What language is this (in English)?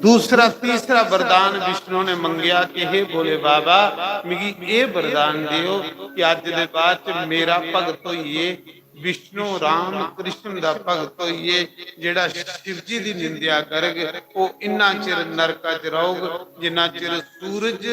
Dogri